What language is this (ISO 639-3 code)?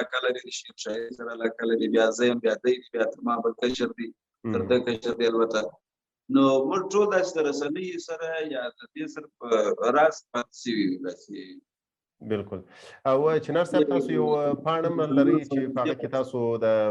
pus